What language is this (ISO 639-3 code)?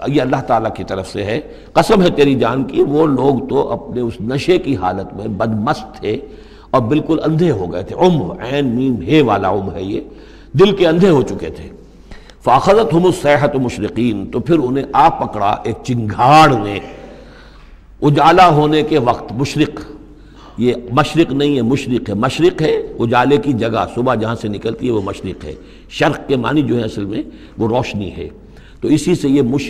urd